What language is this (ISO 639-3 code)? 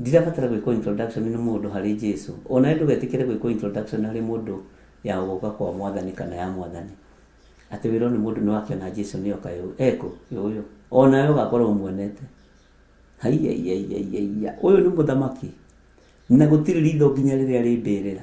kik